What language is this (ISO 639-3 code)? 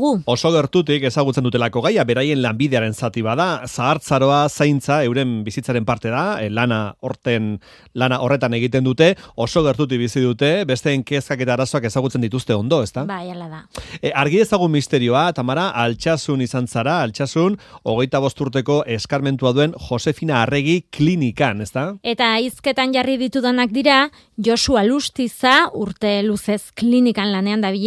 eus